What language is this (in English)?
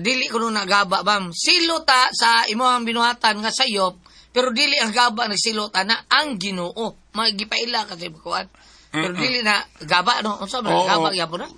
Cebuano